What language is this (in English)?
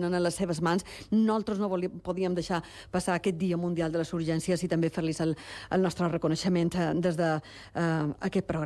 Catalan